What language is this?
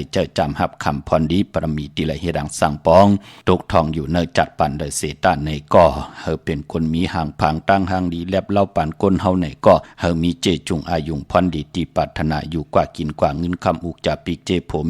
Shan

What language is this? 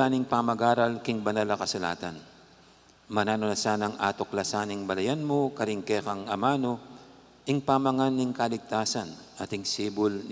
Pampanga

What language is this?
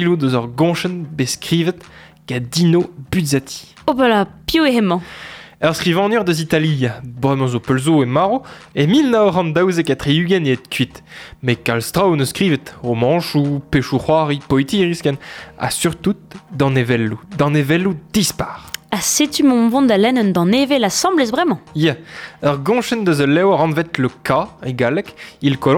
Breton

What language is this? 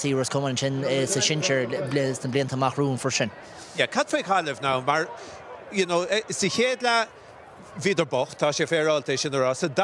Irish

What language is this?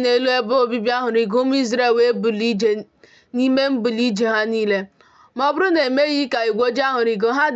Igbo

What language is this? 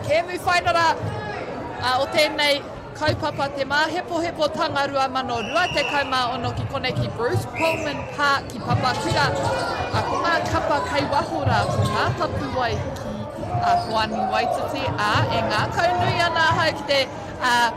Māori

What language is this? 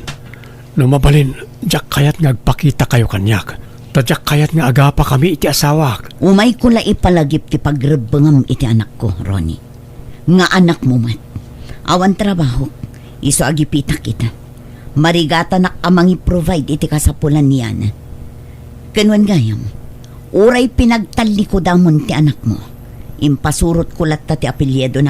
Iloko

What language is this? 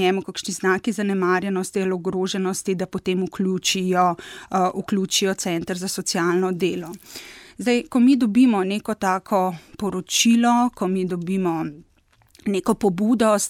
Slovenian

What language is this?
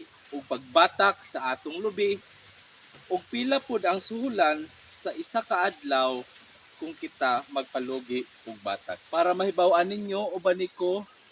Cebuano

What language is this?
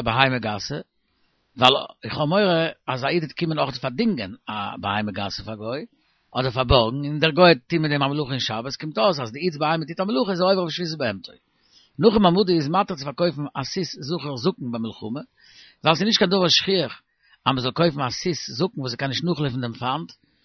Yiddish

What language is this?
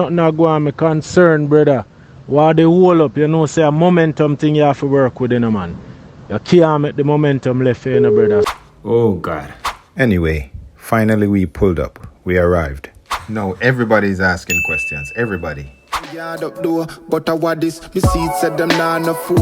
Jamaican Creole English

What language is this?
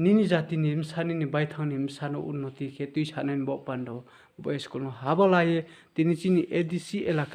Riang (India)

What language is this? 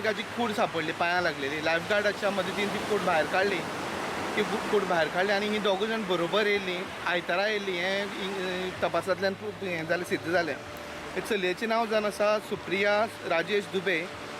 Konkani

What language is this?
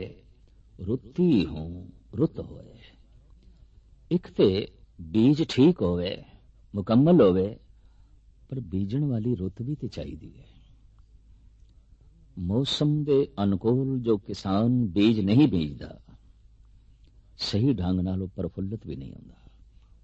Punjabi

